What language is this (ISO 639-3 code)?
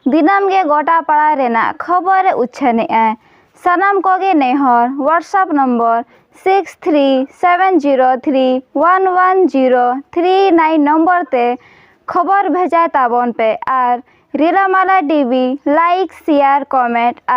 sat